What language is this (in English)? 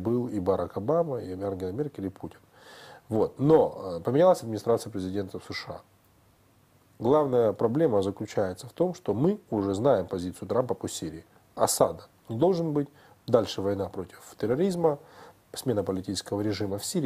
Russian